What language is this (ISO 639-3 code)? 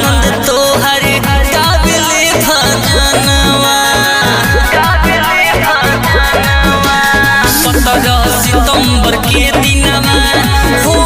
bho